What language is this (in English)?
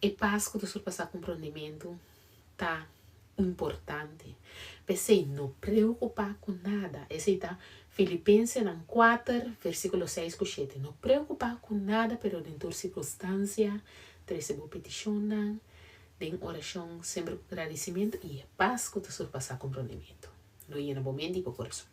Papiamento